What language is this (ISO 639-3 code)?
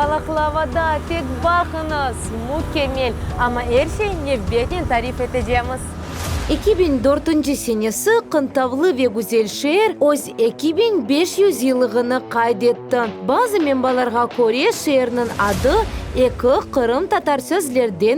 crh